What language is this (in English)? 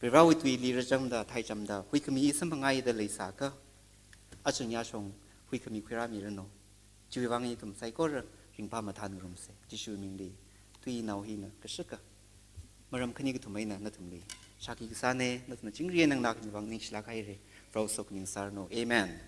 Tangkhul Naga (India)